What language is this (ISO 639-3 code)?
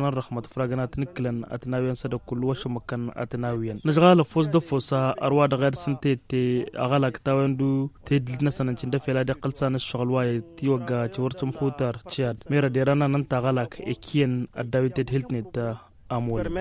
taq